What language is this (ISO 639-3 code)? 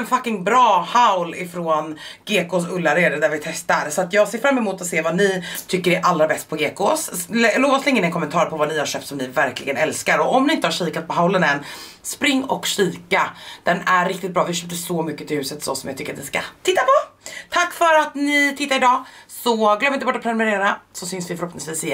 swe